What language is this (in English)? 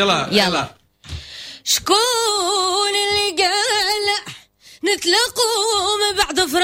Moroccan Arabic